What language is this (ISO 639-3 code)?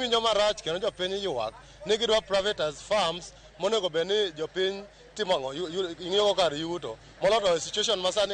luo